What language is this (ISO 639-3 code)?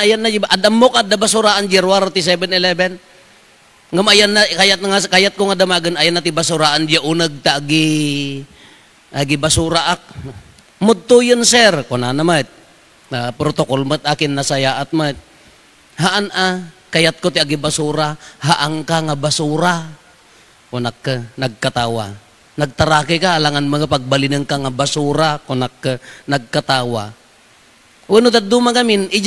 ilo